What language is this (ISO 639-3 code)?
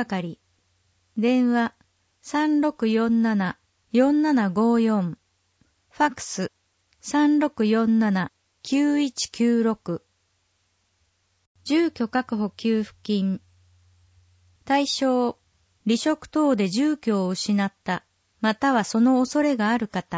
jpn